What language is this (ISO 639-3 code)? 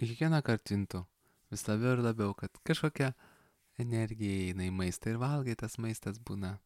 lit